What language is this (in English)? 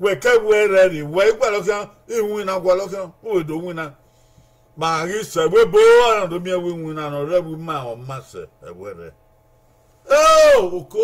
Bini